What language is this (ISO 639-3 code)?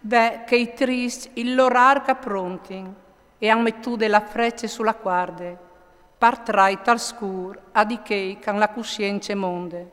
fur